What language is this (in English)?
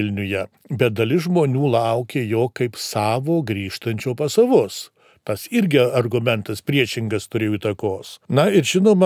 Lithuanian